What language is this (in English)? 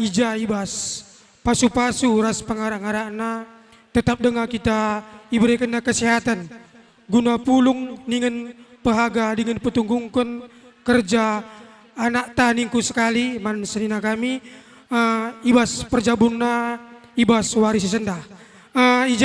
Batak Karo